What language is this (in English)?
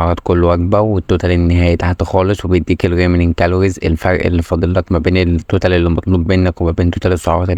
Egyptian Arabic